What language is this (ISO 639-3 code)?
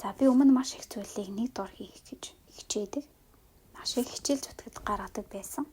mon